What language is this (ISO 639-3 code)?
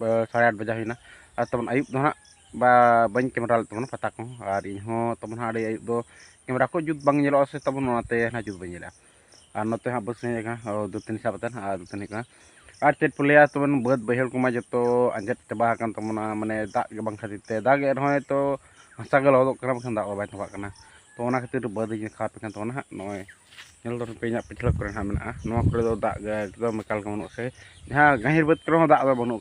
sat